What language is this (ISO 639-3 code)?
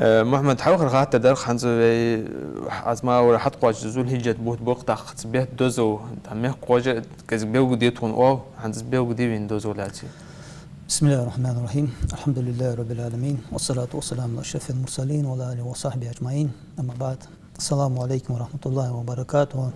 inh